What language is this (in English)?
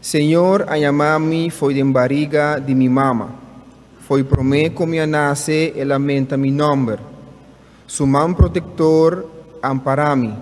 Papiamento